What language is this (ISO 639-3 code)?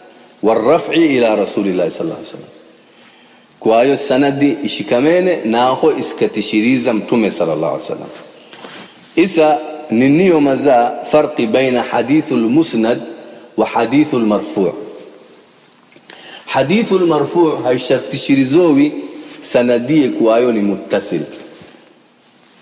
swa